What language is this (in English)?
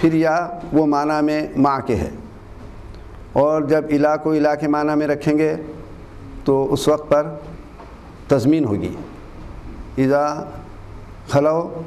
Urdu